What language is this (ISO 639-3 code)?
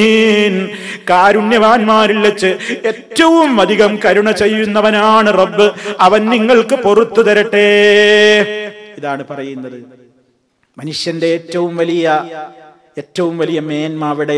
mal